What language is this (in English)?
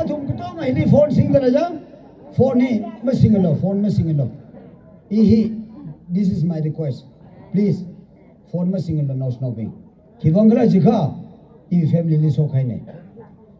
Tangkhul Naga (India)